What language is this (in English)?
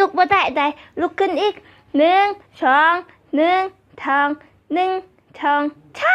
Lao